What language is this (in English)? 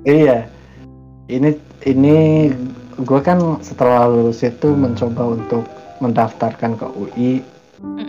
Indonesian